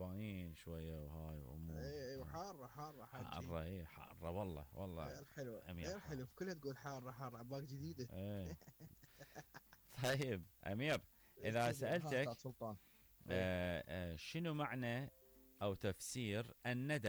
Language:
Mesopotamian Arabic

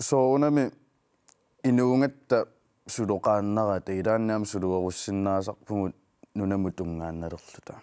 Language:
Kalaallisut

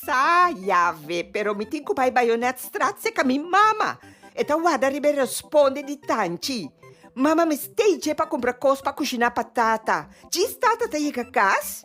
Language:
Papiamento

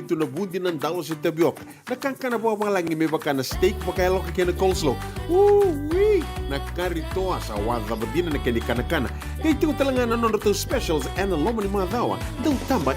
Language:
Fijian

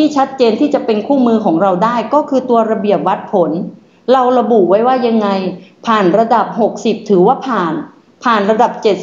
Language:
Thai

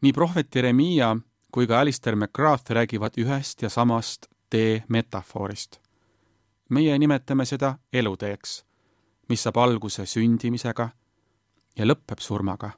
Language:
Estonian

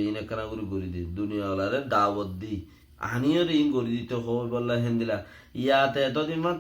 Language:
Rohingya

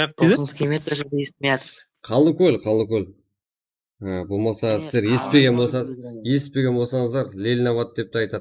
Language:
Kara-Kalpak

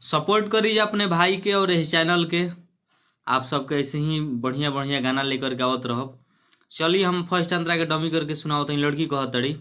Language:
Bhojpuri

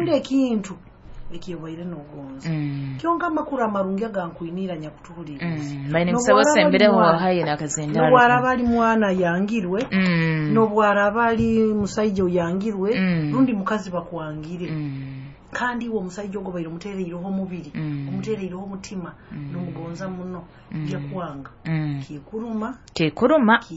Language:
Nyoro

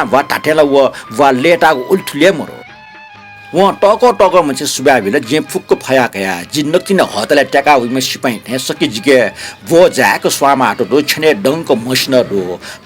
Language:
Newari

